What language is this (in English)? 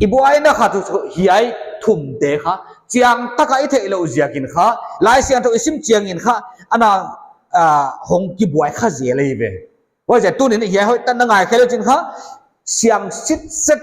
Paite Chin